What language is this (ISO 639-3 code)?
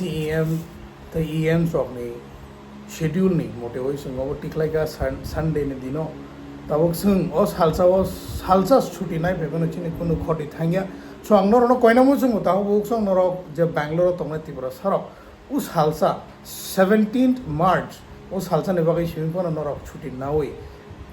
trp